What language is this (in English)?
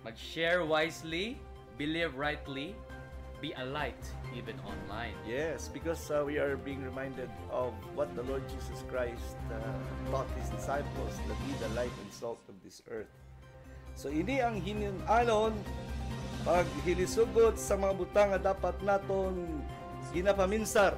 Hiligaynon